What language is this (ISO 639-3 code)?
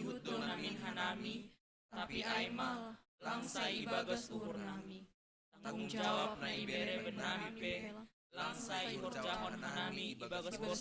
bts